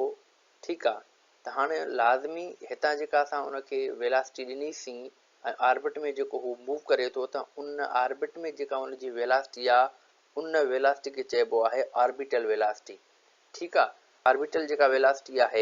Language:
Sindhi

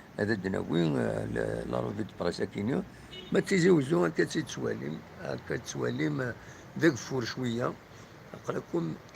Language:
Kabyle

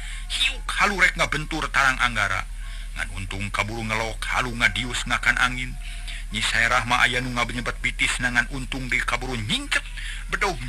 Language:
Sundanese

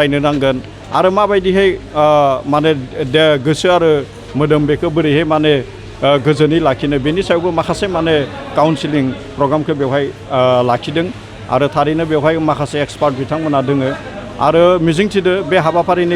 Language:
Bodo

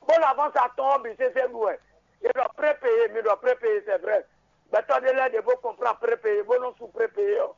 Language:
Fon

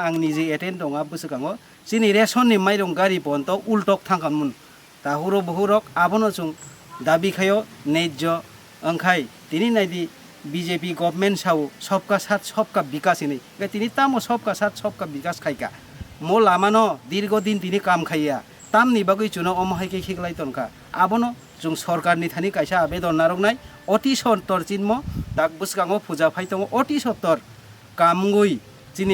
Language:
Kok Borok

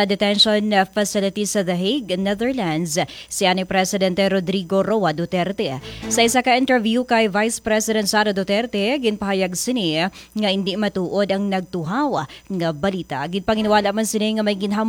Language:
Hiligaynon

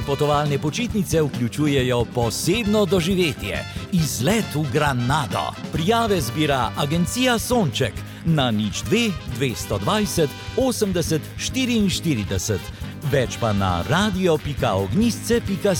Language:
Slovenian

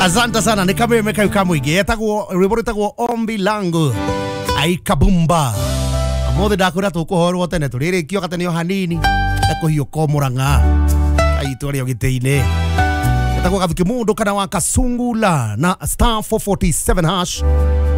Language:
Kikuyu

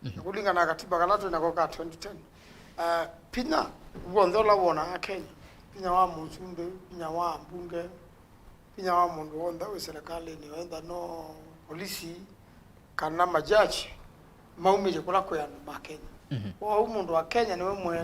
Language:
Kamba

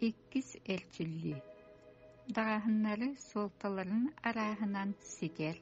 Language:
Yakut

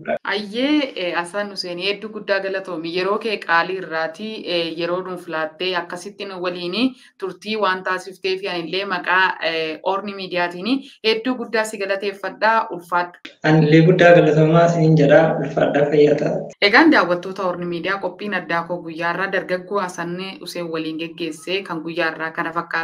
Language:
Oromo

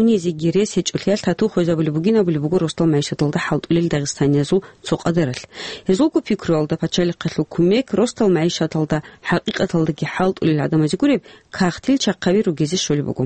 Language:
Avaric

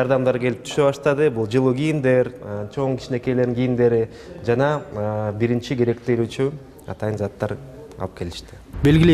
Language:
Kyrgyz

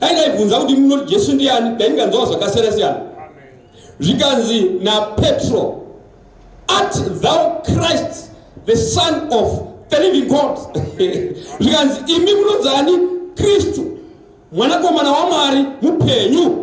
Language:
Shona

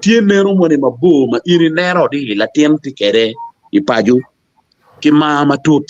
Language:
Acoli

